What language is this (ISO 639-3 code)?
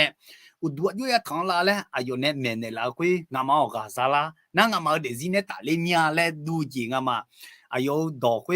ahk